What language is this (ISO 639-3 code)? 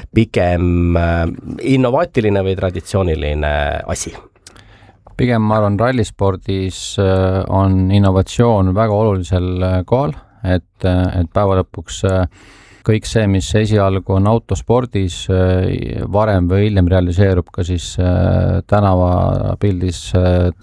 est